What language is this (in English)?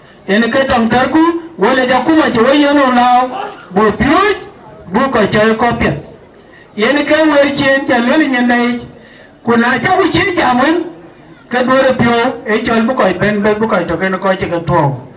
Dinka